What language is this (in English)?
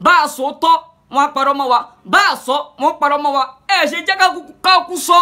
Yoruba